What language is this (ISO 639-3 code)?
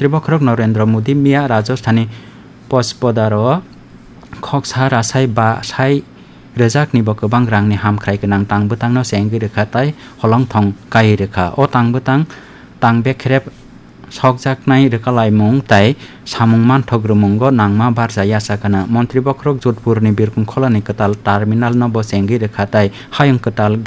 trp